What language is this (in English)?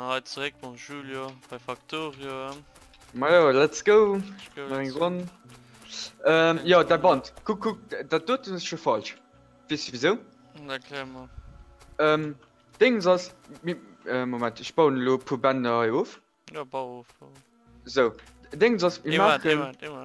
Luxembourgish